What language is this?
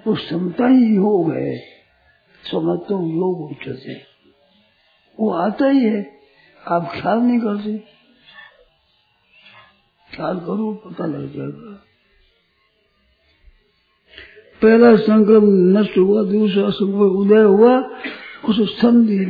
Hindi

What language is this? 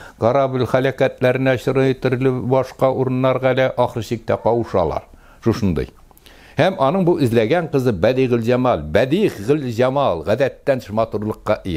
Tatar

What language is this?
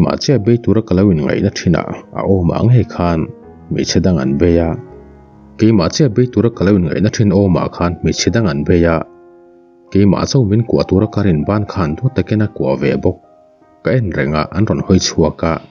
Mizo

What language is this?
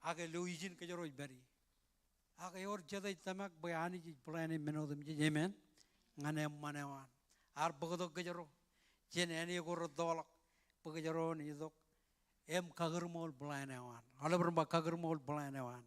Marshallese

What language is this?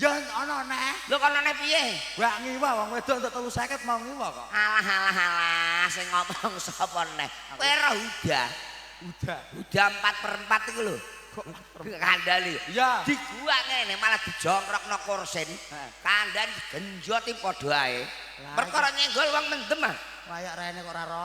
Javanese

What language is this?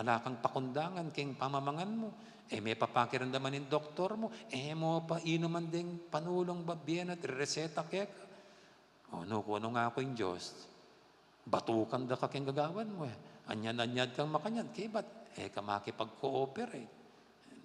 Pampanga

